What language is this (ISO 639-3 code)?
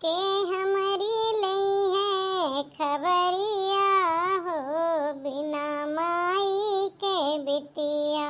awa